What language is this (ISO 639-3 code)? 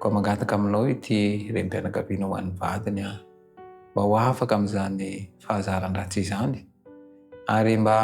mlg